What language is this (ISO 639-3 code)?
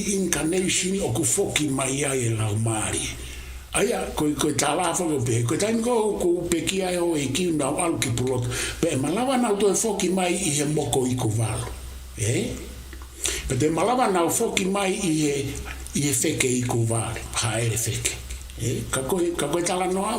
ton